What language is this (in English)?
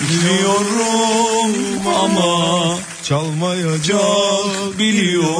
Turkish